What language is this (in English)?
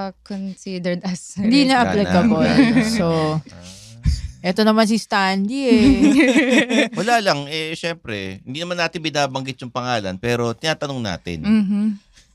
Filipino